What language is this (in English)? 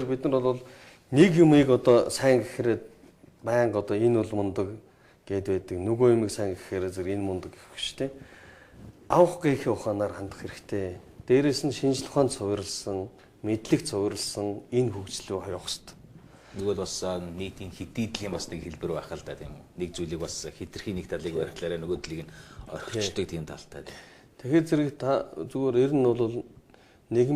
Mongolian